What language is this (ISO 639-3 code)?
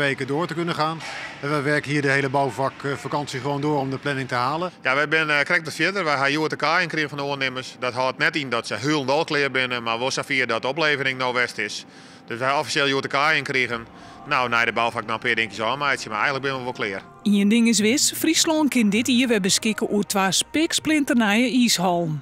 fry